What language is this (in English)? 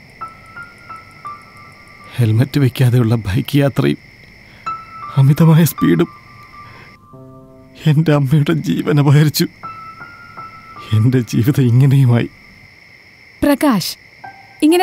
Malayalam